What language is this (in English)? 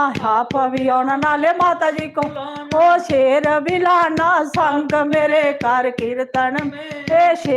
Dogri